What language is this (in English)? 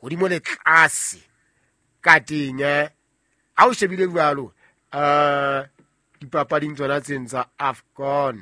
Southern Sotho